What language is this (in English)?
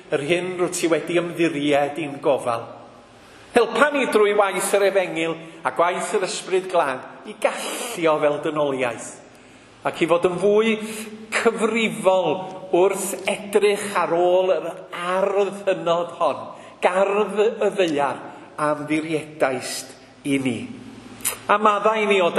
Welsh